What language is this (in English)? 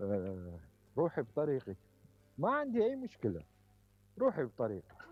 Mesopotamian Arabic